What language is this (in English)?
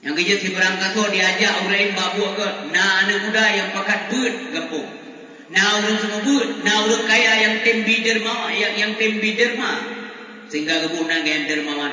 Achinese